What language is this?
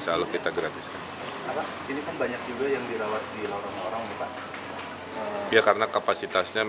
Indonesian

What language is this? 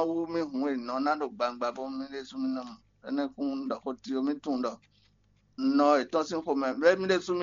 Fon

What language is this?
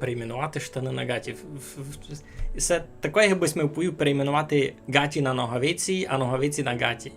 Rusyn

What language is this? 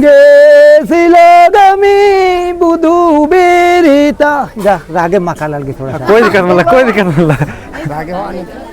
Kurukh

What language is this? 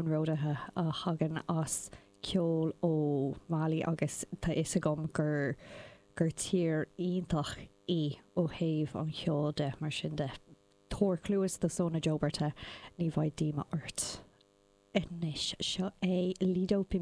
Irish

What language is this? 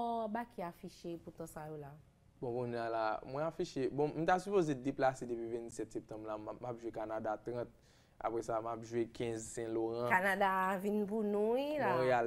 Haitian Creole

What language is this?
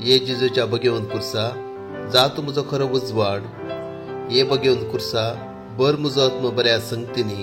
Konkani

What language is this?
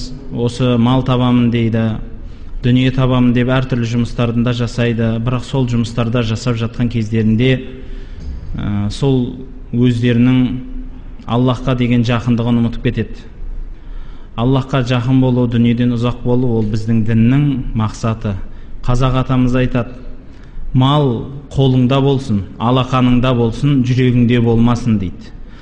Kazakh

